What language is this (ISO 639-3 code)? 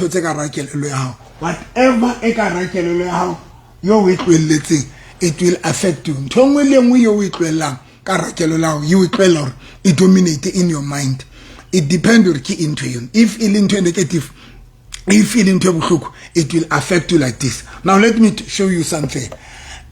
sot